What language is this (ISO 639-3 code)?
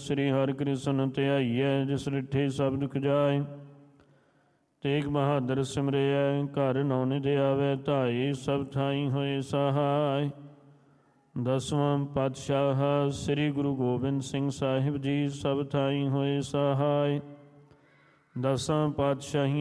pan